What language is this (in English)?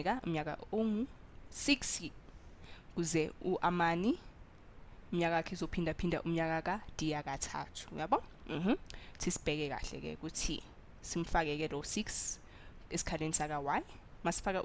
Zulu